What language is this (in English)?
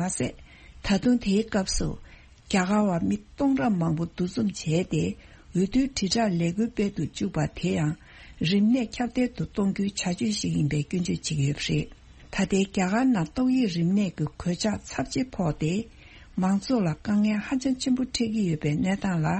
Tibetan